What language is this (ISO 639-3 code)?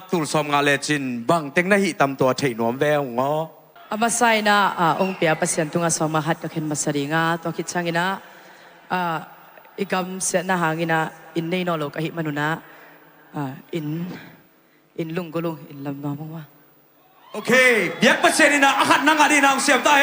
ctd